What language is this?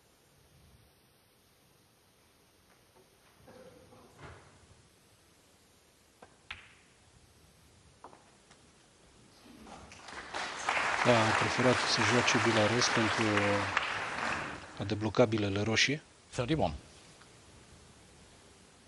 Romanian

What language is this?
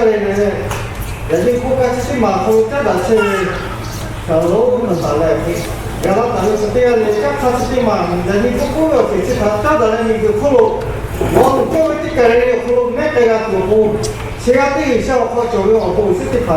Lahu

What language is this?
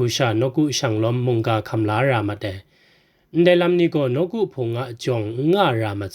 Kachin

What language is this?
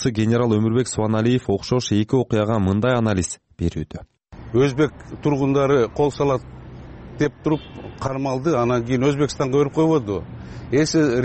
Kyrgyz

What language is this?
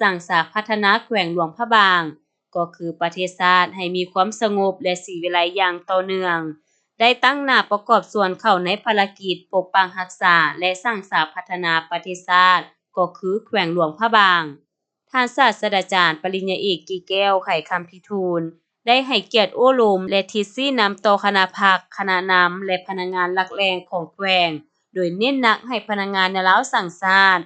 Lao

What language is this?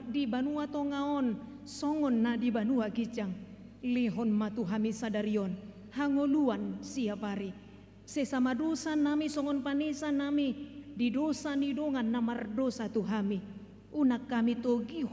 Batak Toba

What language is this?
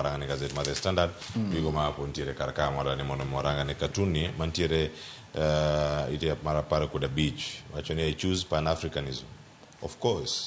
Luo (Kenya and Tanzania)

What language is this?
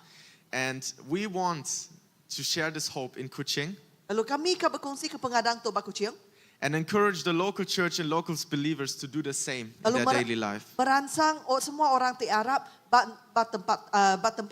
Iban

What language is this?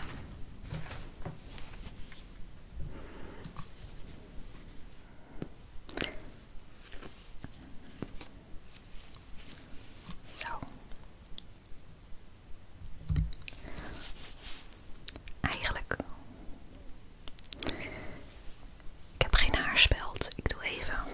Dutch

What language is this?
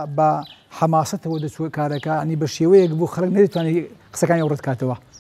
Central Kurdish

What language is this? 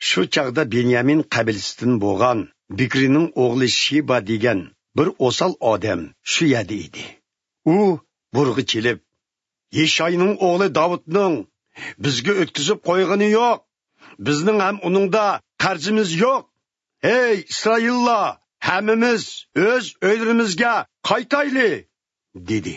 Uyghur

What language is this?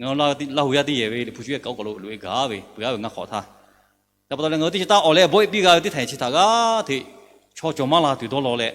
Lahu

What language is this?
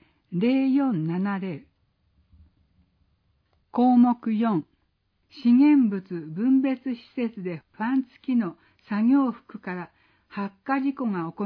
Japanese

